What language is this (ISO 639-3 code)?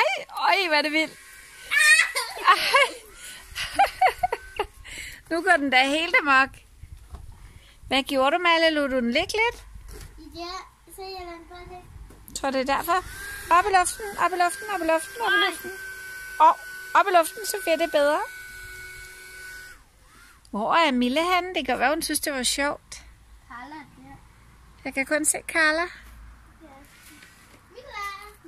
dan